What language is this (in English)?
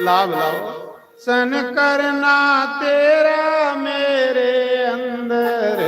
Dogri